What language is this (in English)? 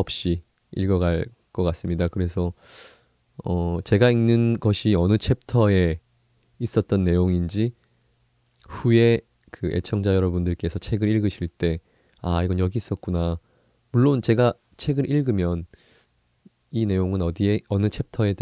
Korean